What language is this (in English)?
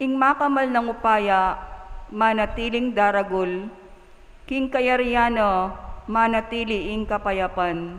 Pampanga